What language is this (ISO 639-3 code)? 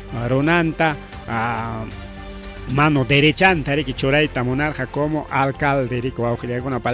quy